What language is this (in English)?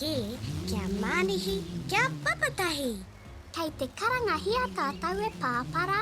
Māori